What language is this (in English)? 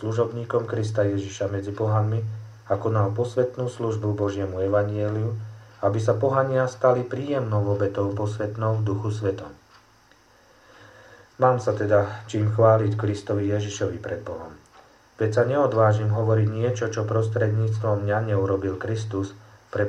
Slovak